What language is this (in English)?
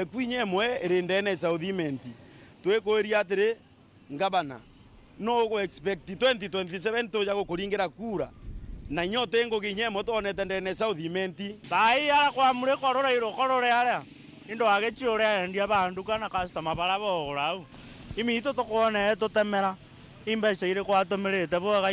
Meru